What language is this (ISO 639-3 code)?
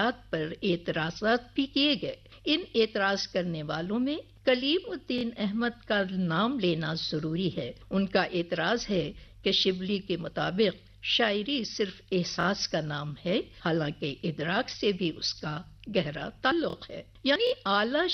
urd